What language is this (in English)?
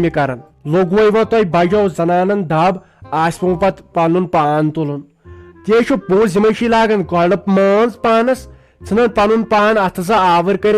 Kashmiri